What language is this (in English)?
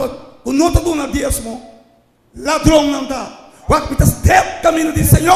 Papiamento